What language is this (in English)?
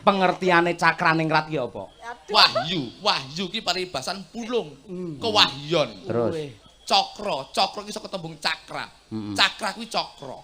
Javanese